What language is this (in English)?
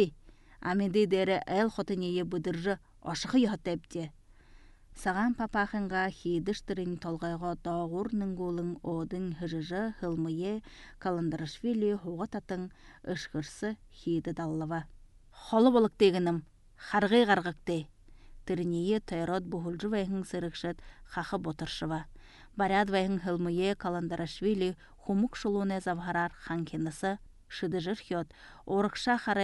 Buriat